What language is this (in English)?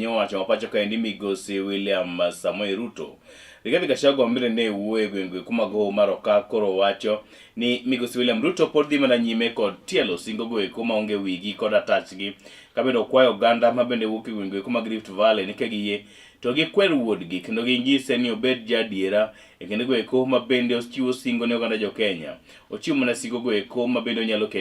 Luo (Kenya and Tanzania)